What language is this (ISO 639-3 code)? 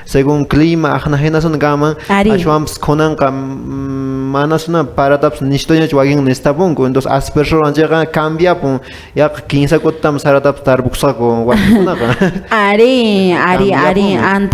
que